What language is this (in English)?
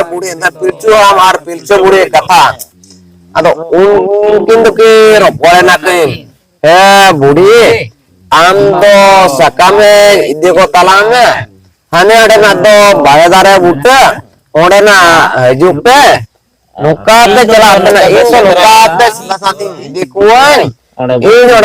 Santali